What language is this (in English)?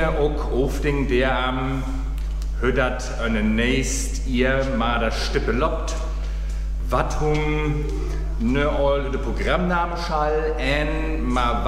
Northern Frisian